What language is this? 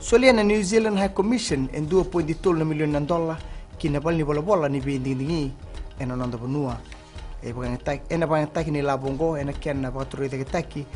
Fijian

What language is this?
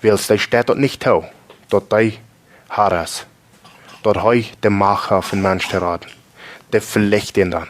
Plautdietsch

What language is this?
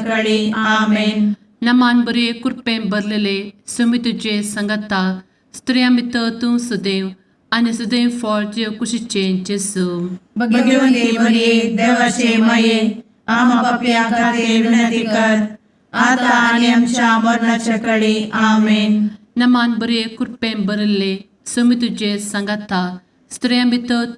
Konkani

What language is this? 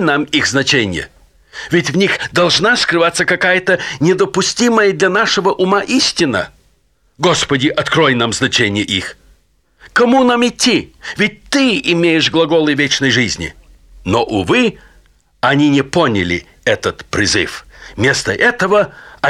Russian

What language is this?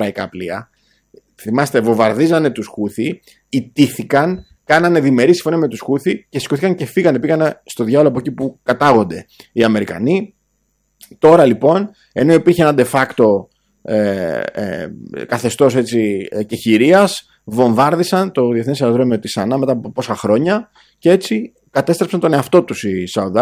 Greek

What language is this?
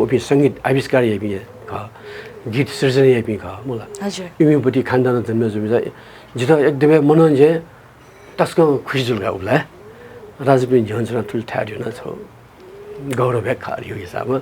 Newari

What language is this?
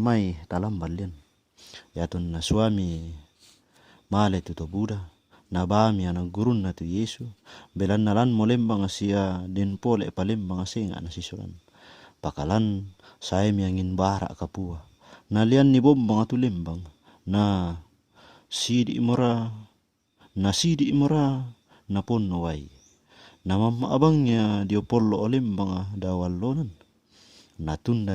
Toraja-Sa'dan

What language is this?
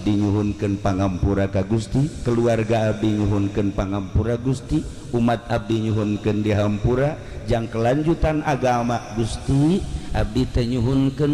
Sundanese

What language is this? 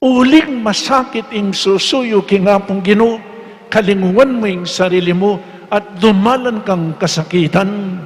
Pampanga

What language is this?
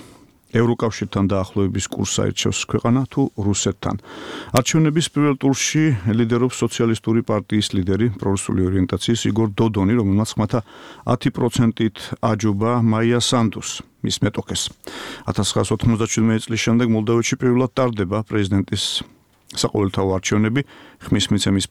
Georgian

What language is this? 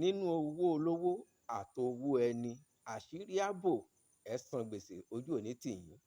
Yoruba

